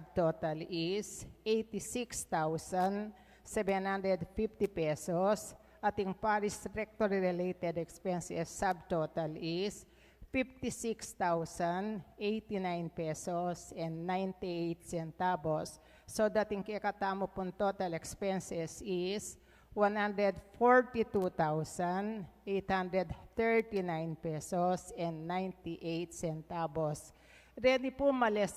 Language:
Pampanga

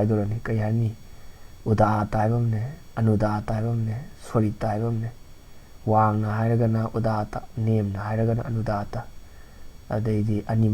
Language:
Manipuri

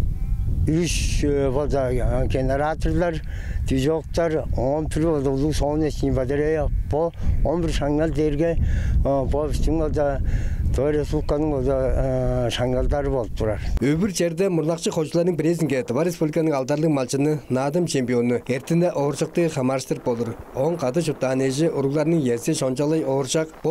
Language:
Tuvinian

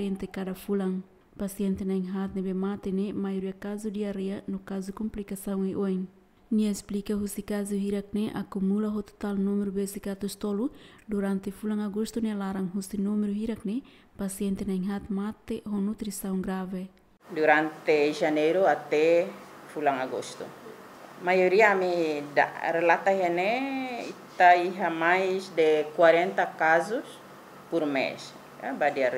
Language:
Tetum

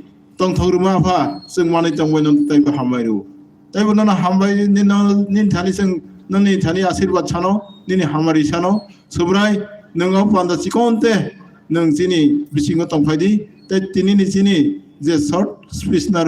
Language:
Kok Borok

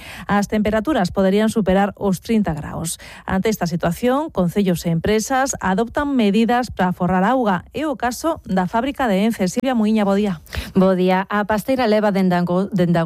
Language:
Galician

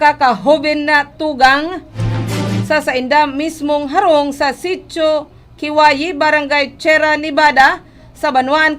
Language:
Bikol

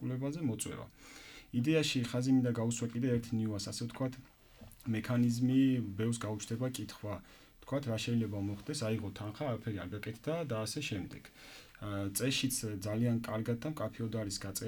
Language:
Georgian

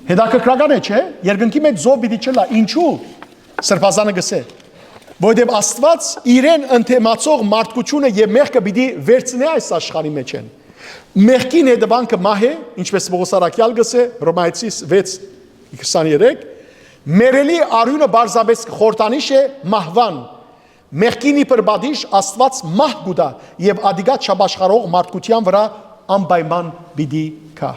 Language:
Western Armenian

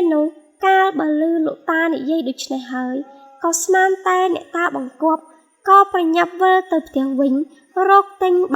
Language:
Khmer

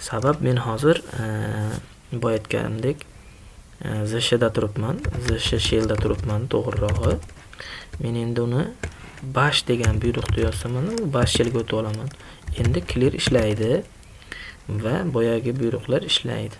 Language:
Uzbek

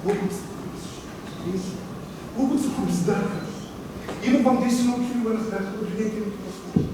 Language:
Kabardian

